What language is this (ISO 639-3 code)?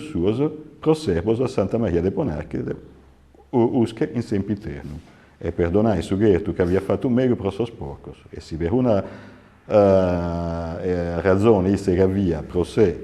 srd